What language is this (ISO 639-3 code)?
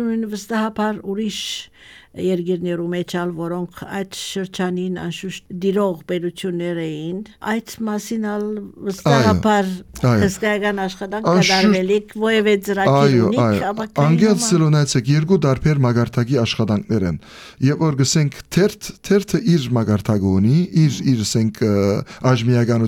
hye